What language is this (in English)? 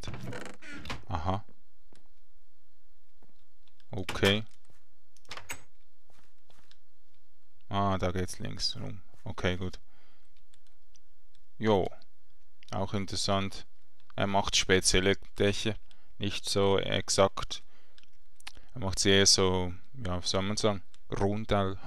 German